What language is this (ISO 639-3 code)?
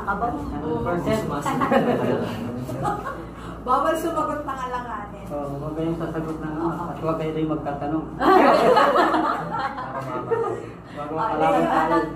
fil